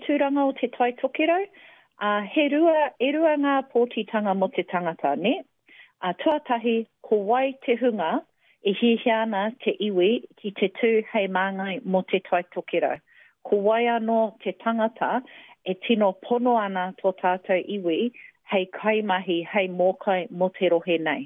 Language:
Māori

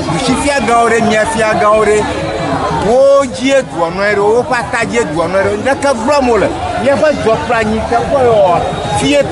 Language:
Ewe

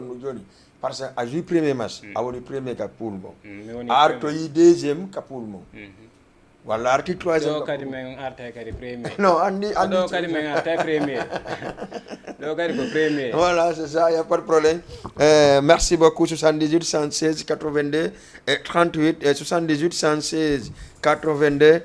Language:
Fula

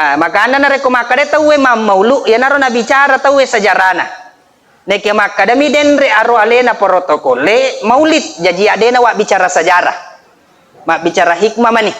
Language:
Buginese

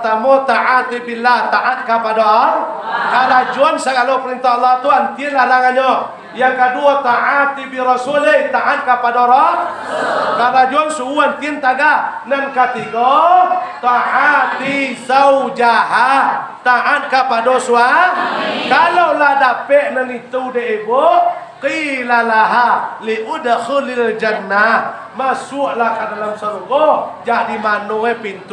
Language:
Minangkabau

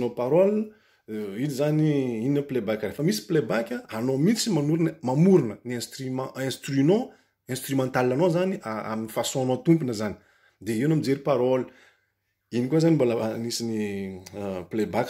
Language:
Malagasy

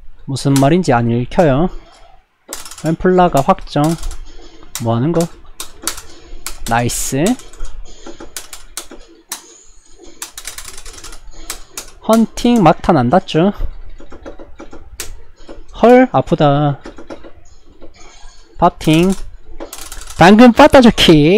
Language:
Korean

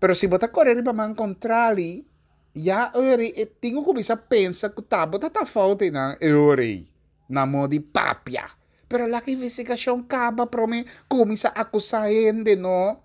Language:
Papiamento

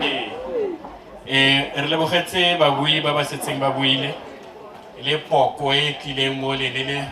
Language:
Northern Sotho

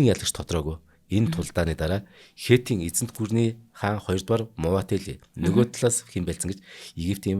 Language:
Mongolian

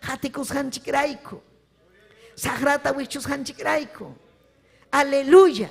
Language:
Ayacucho Quechua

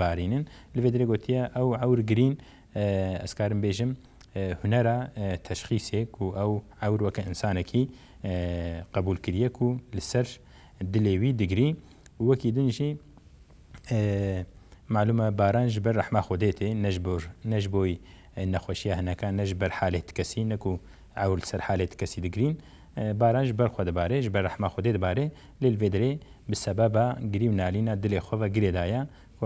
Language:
Kurdish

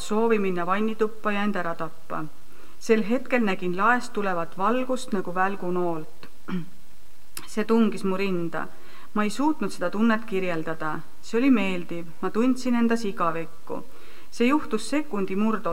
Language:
Estonian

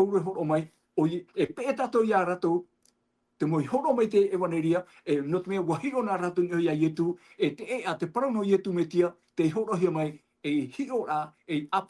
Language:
Tahitian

